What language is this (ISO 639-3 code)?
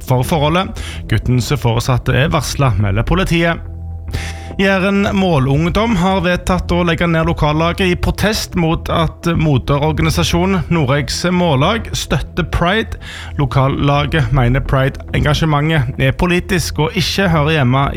nor